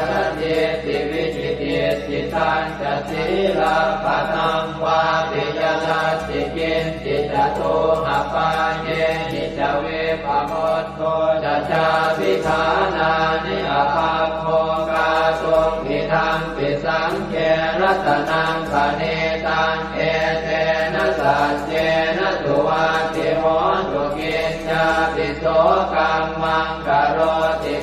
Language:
Pali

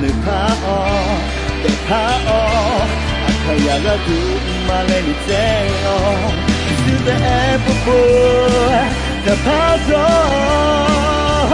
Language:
Akha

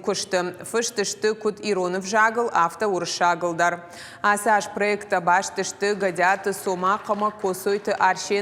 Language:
Ossetic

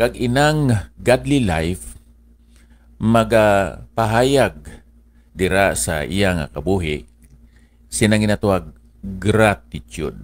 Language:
Hiligaynon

